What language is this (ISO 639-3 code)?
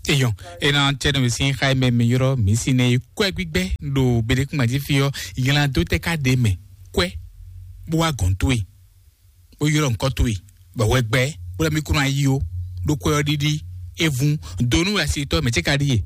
fon